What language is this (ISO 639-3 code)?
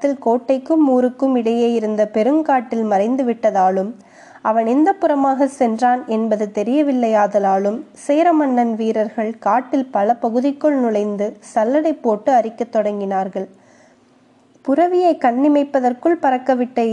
tam